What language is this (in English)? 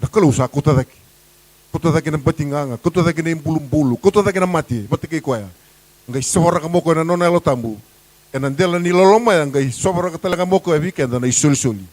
Fijian